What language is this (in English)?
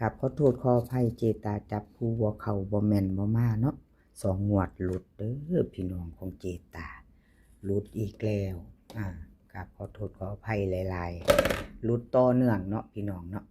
Lao